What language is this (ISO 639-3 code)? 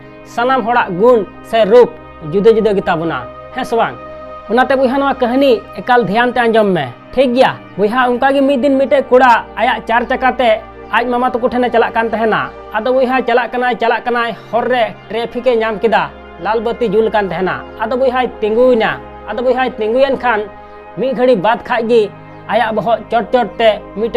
sat